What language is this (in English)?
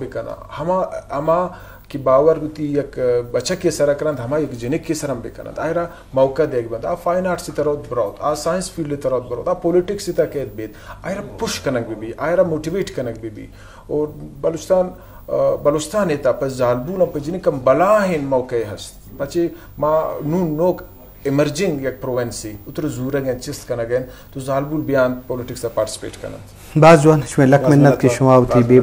Baluchi